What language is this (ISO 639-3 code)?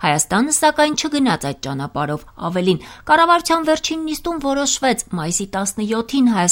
hye